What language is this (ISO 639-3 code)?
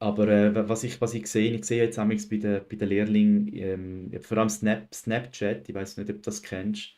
gsw